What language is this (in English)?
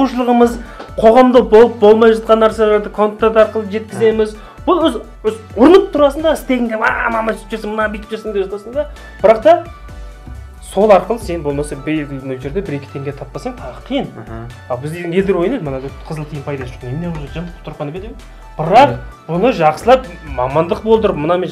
Kazakh